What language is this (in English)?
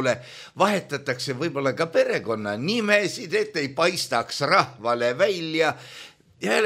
Estonian